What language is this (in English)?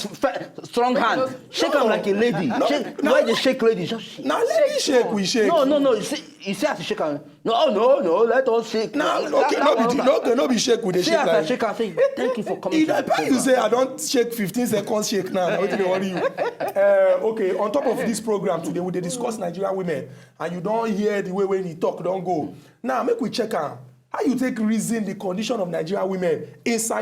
Nigerian Pidgin